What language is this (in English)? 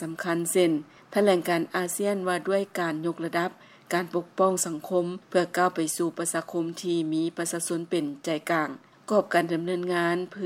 Lao